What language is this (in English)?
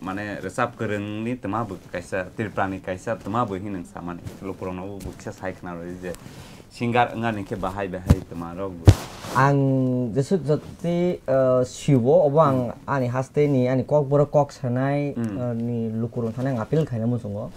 Kok Borok